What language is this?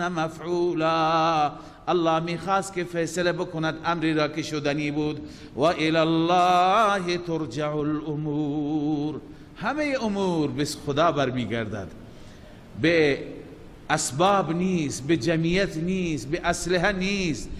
Persian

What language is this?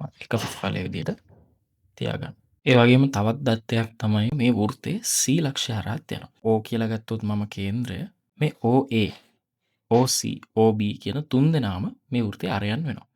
Sinhala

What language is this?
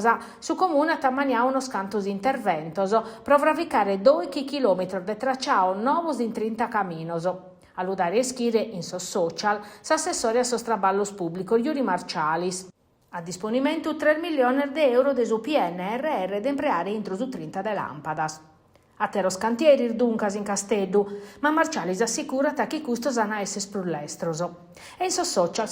Sardinian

